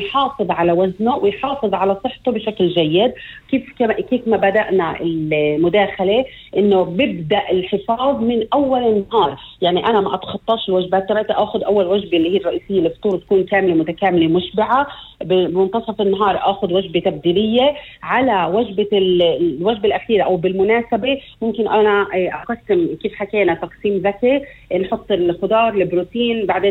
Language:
North Levantine Arabic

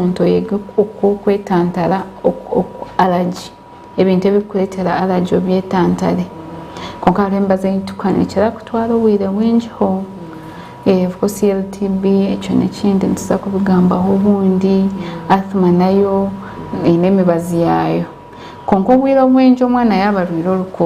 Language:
Nyankole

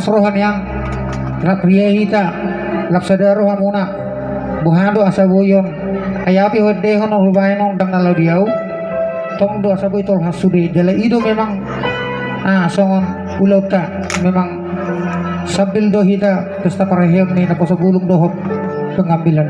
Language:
Batak Toba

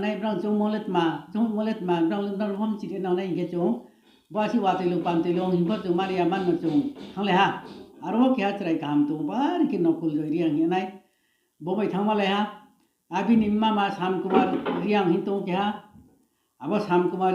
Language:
Riang (India)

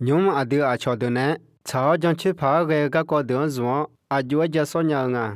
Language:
Akha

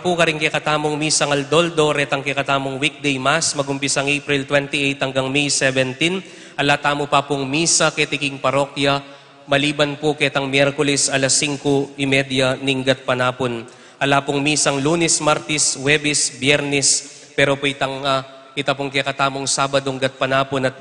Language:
Pampanga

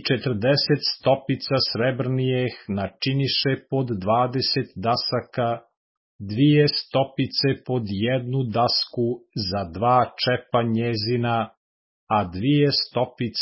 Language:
Serbian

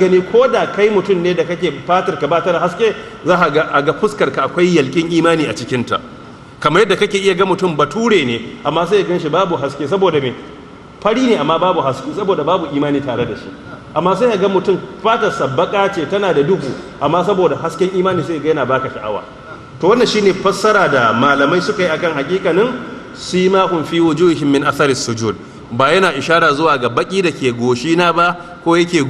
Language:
Hausa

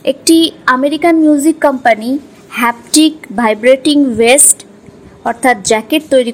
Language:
Bangla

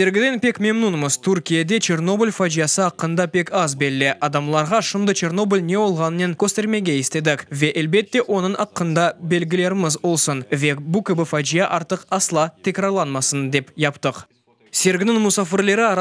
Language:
Crimean Tatar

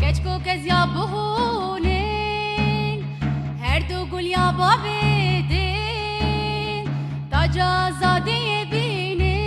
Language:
Kurdish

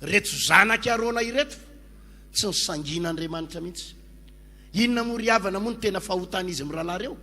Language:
Malagasy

